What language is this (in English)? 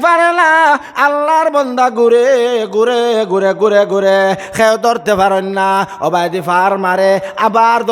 Sylheti